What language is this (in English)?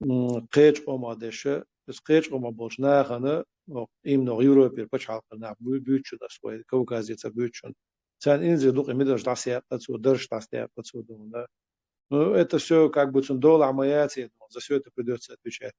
Chechen